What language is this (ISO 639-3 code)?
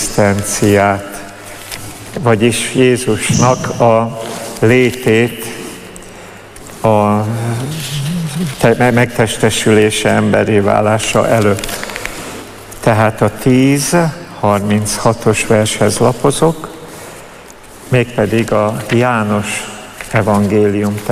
hun